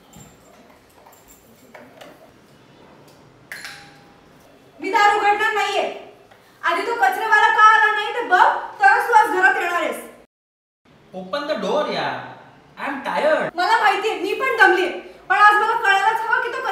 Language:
Marathi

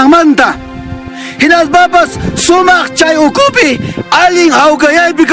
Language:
Ayacucho Quechua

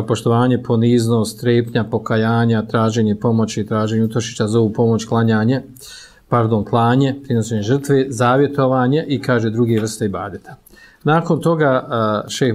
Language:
Bosnian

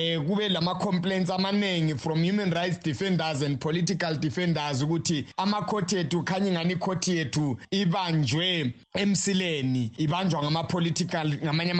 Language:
North Ndebele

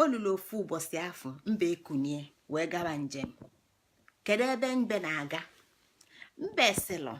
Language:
Igbo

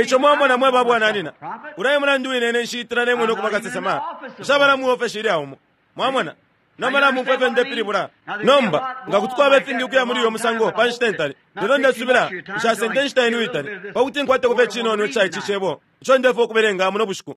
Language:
Bemba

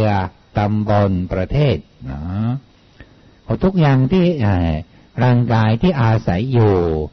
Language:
Thai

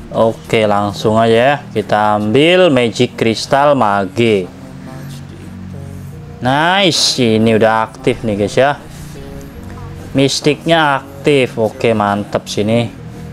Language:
Indonesian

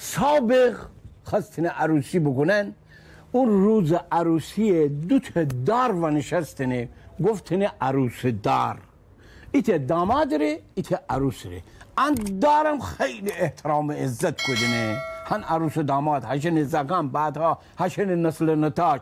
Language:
Gilaki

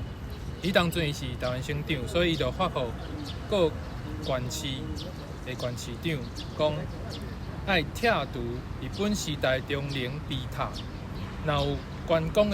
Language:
Min Nan Chinese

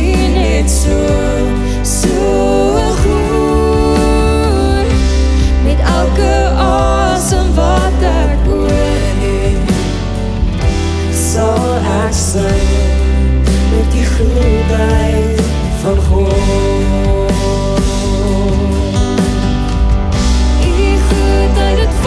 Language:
Afrikaans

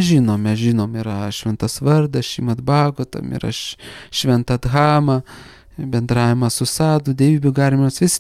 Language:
Lithuanian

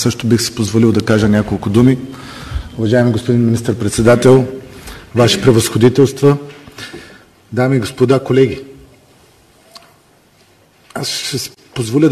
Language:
Bulgarian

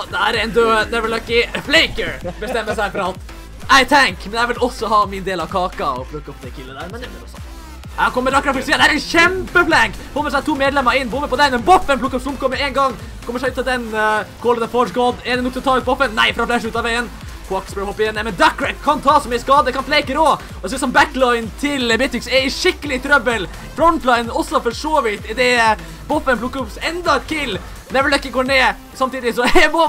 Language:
Norwegian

